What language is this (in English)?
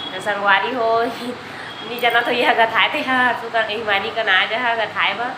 Chhattisgarhi